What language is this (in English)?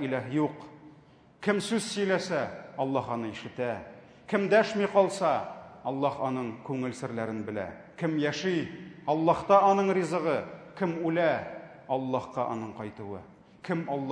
Tatar